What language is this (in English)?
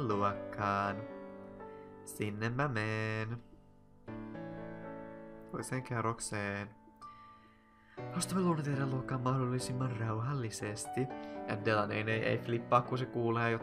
Finnish